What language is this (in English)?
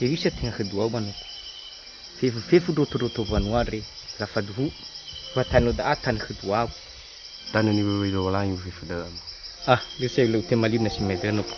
Nias